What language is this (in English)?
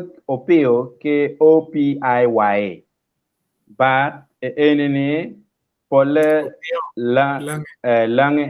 Acoli